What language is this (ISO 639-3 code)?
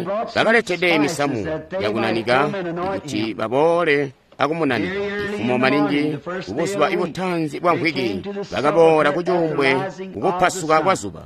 toi